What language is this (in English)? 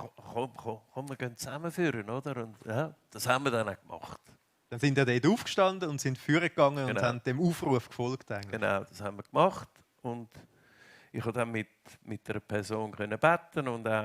Swiss German